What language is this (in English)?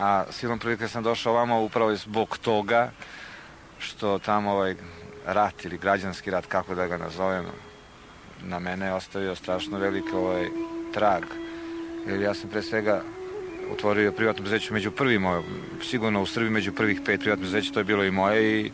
Serbian